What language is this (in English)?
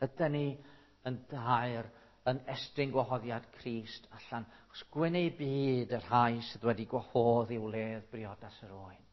Welsh